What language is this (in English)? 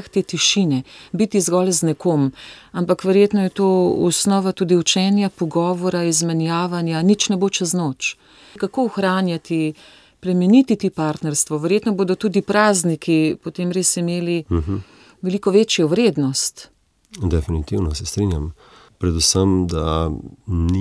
Slovenian